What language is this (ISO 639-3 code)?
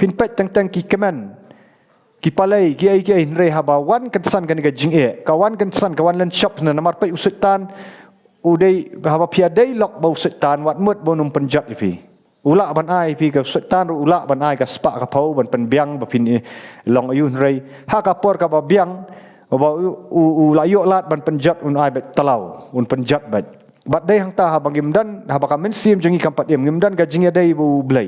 kha